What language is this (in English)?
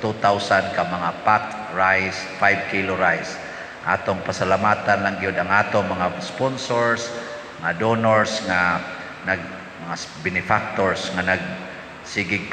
Cebuano